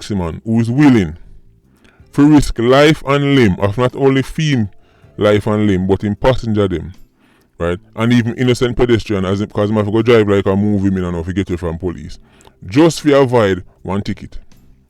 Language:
Jamaican Creole English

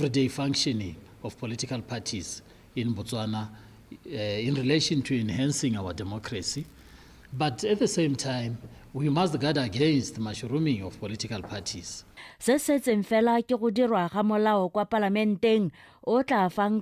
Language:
Tswana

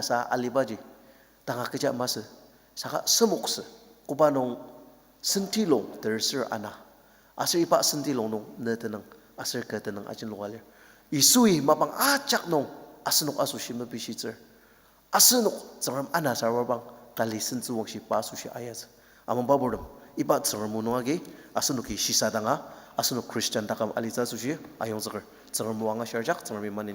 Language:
Ao Naga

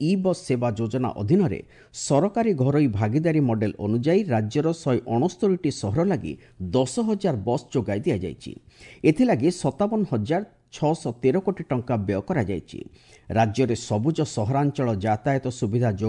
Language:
Odia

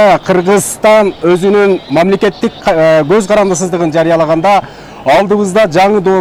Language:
Kyrgyz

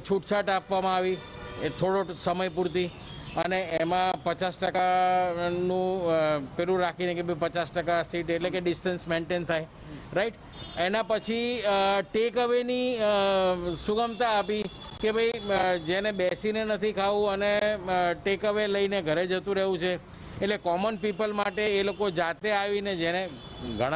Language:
Gujarati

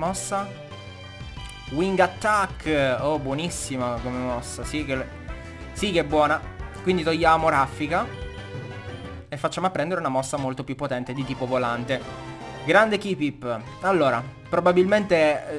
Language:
Italian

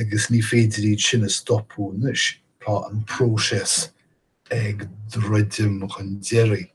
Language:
Irish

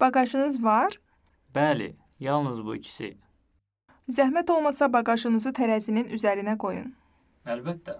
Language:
Azerbaijani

